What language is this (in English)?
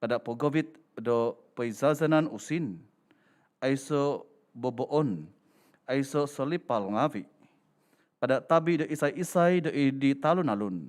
Central Dusun